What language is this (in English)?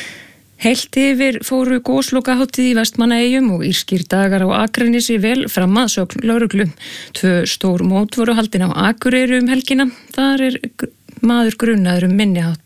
Icelandic